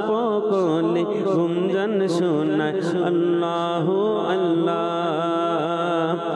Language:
Bangla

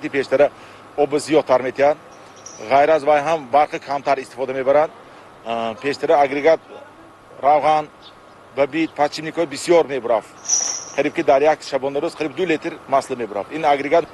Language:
Tajik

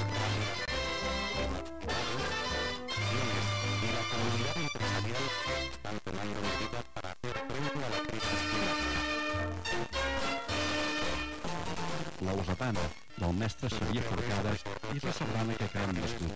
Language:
Catalan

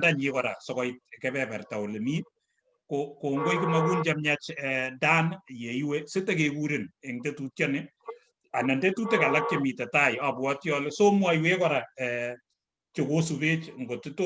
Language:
Kalenjin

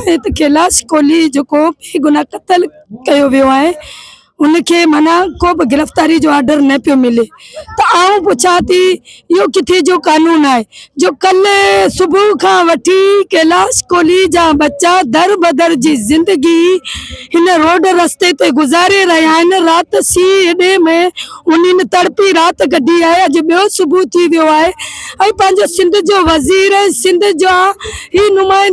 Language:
Sindhi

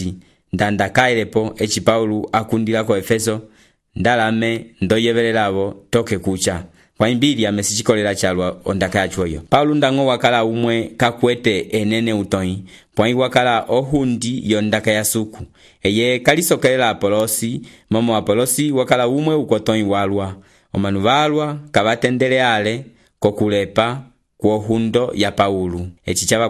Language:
Umbundu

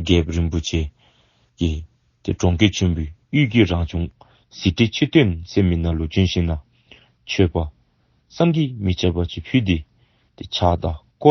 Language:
Dzongkha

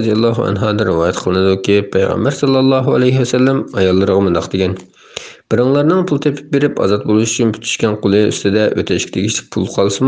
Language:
Uyghur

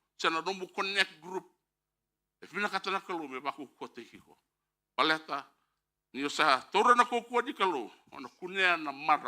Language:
Fijian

